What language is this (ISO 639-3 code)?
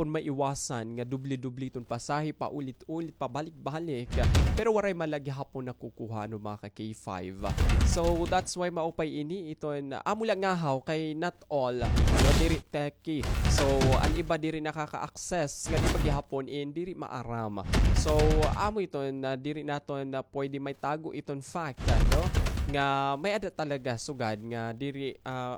war